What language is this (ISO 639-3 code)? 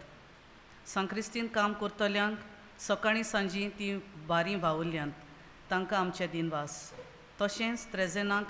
kok